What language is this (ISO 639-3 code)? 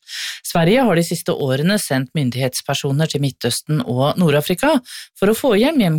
nor